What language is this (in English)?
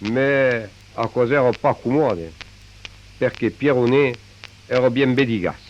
Occitan